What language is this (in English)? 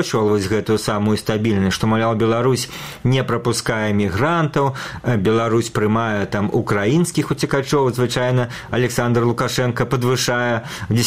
Belarusian